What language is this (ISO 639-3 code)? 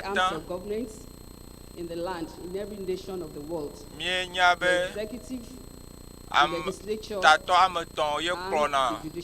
ewe